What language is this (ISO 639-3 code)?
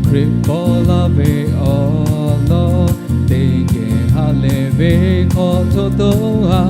lhu